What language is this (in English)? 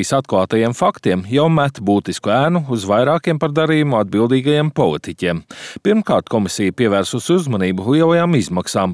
Latvian